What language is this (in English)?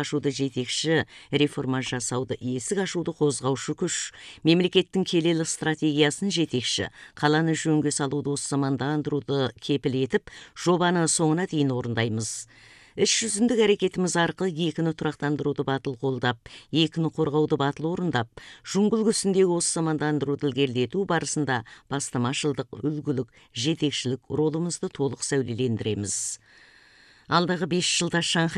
Kazakh